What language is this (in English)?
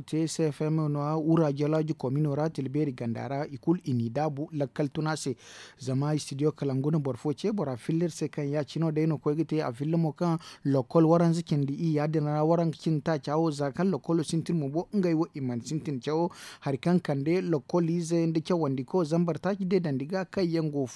Zarma